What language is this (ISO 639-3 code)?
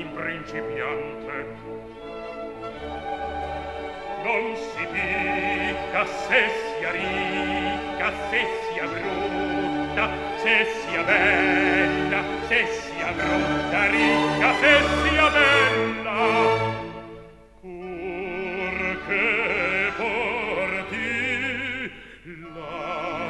ita